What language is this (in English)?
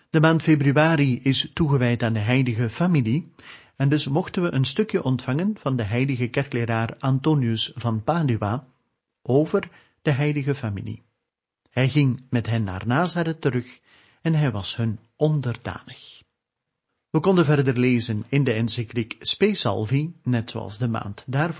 Dutch